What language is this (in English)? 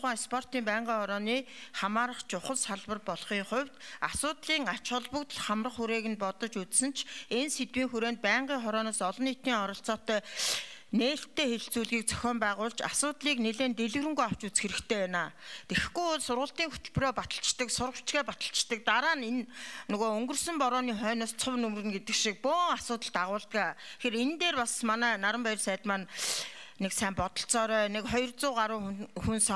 Mongolian